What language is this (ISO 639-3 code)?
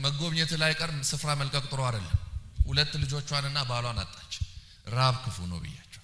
amh